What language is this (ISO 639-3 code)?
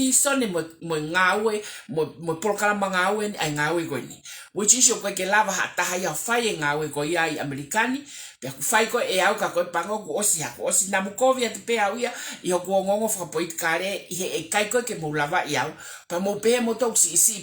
ton